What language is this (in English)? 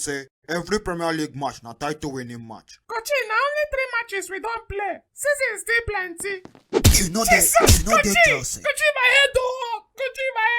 Nigerian Pidgin